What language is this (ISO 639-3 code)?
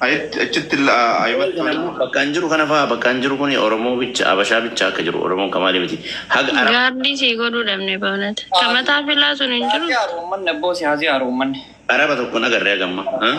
orm